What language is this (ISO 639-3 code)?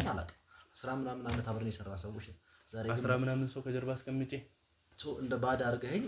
amh